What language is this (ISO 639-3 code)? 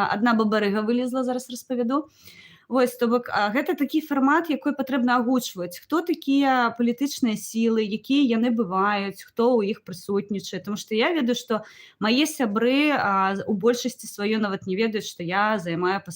bel